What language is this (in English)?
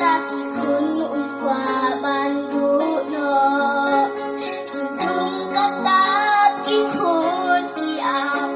Khasi